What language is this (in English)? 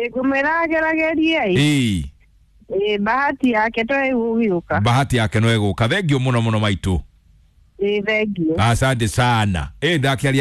Kikuyu